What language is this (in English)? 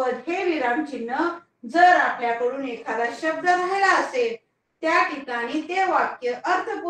Marathi